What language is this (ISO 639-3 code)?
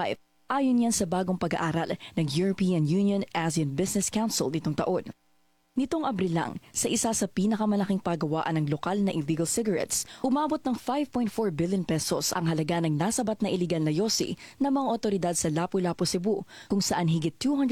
fil